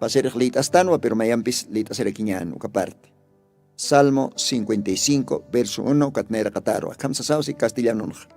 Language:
Aymara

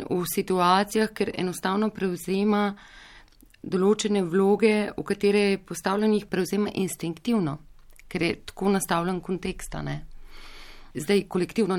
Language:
Slovenian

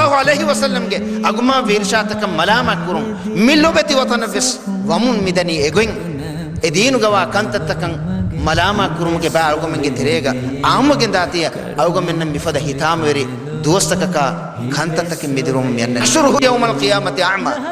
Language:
Divehi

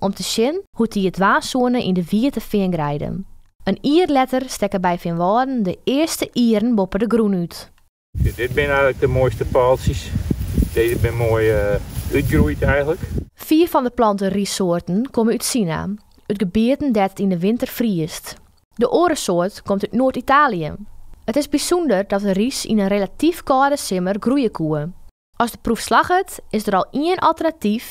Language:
Western Frisian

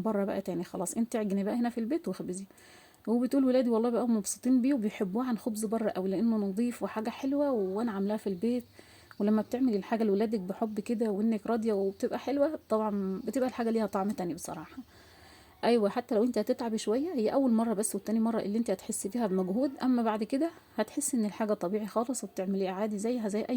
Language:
Egyptian Arabic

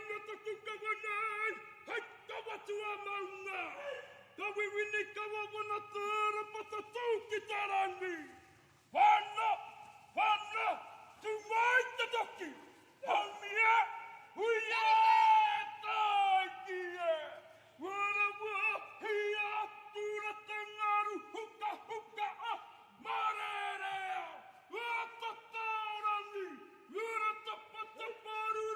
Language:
Māori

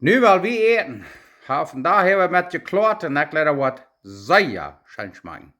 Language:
Plautdietsch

